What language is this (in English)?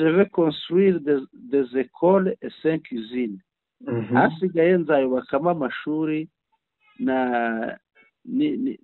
Kinyarwanda